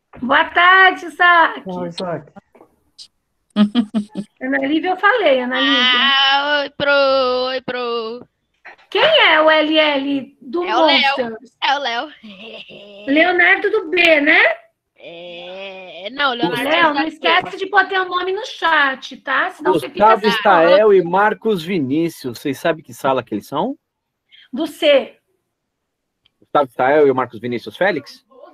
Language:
Portuguese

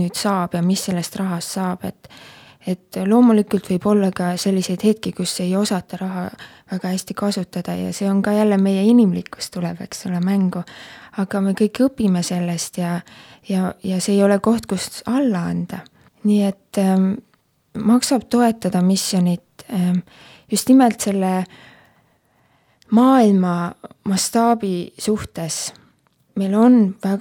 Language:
Estonian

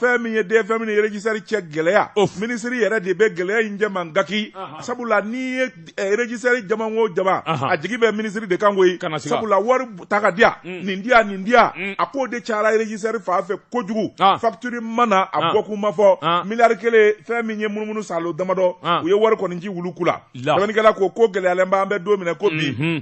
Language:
Bambara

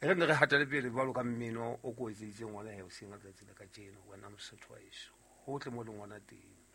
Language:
Southern Sotho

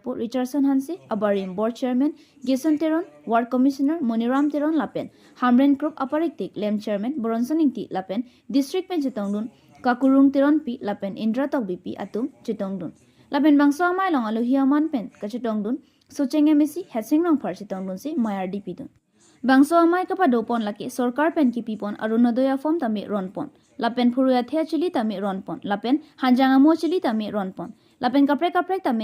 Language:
Karbi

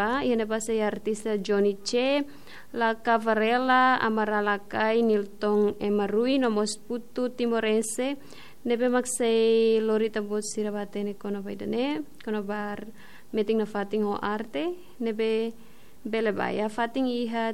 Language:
Tetum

